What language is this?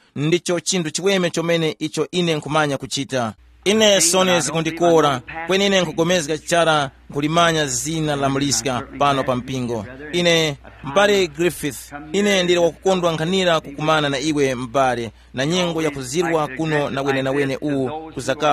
Tumbuka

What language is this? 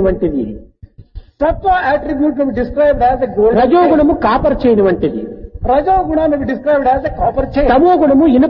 Telugu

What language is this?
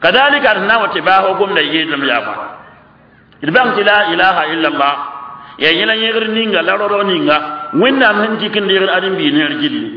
Mossi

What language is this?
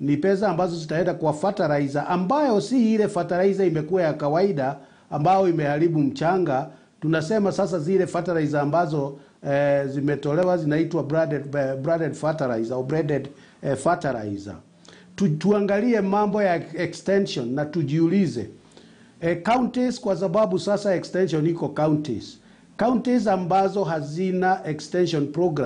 Swahili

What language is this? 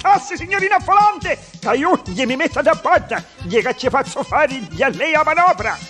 Neapolitan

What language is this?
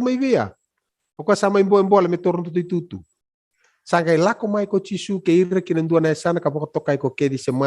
Fijian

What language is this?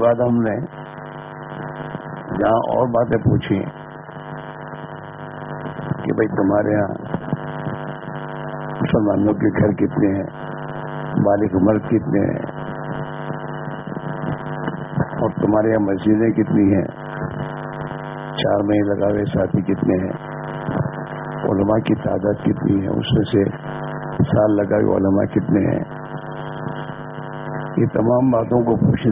Urdu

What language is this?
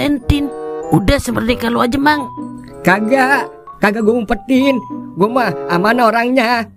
Betawi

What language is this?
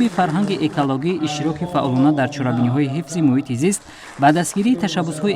Tajik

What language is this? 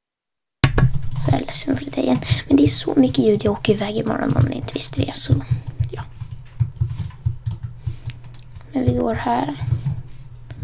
Swedish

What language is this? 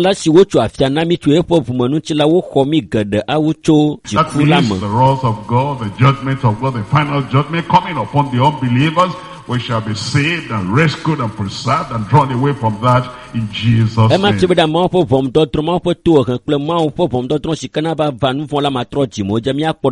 Ewe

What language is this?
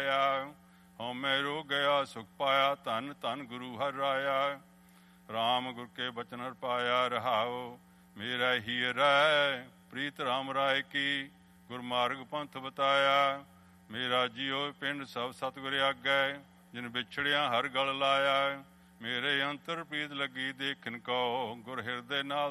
Punjabi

